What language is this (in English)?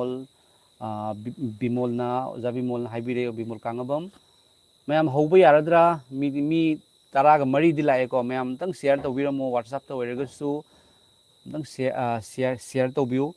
Manipuri